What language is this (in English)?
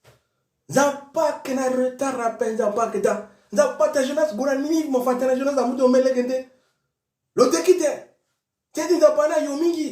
Sango